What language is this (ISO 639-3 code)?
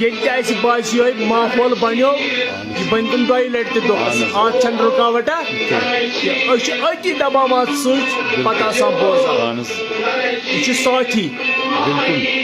kas